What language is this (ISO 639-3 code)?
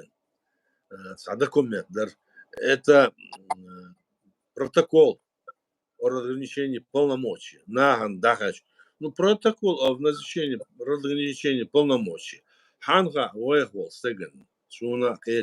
che